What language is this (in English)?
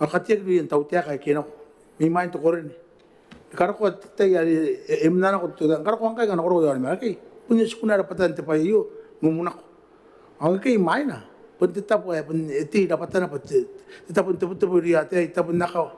Gilbertese